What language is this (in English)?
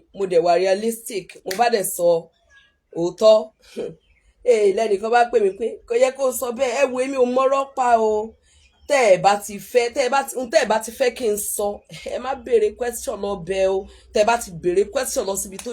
Yoruba